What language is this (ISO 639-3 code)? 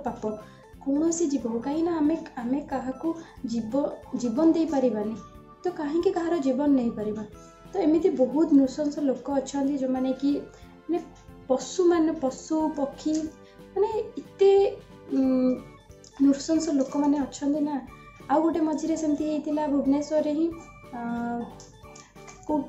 ori